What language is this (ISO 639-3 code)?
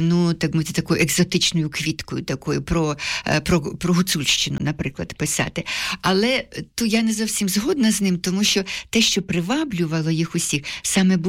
ukr